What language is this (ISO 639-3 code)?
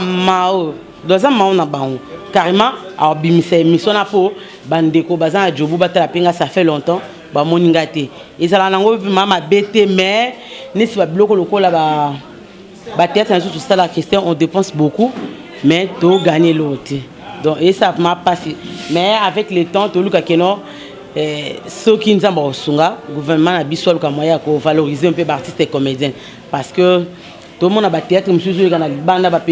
lin